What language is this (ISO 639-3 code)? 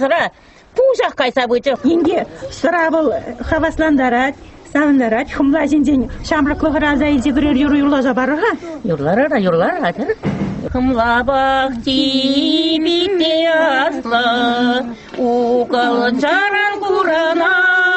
chv